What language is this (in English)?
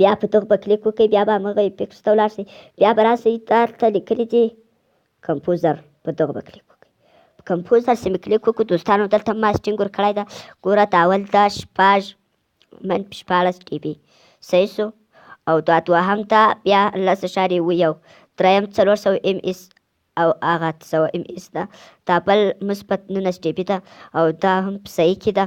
Pashto